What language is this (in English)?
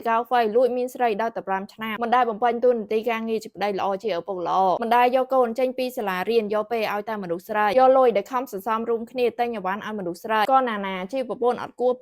Khmer